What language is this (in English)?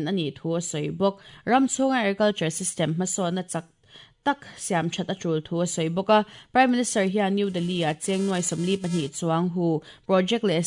Mizo